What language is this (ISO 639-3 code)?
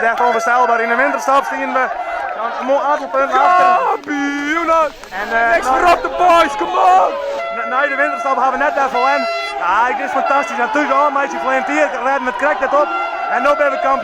fry